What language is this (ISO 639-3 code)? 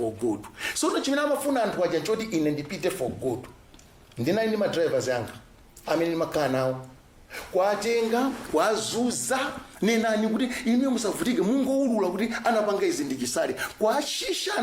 nya